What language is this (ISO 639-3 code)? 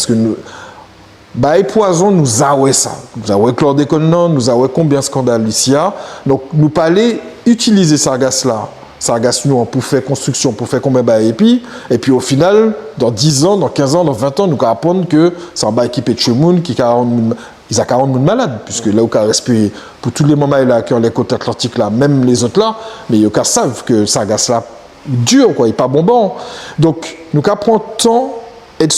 gcf